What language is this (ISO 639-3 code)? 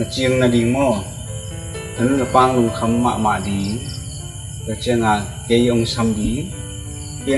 ctd